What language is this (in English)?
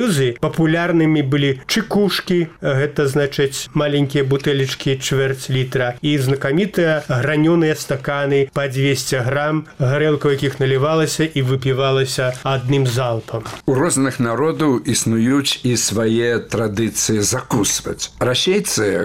Belarusian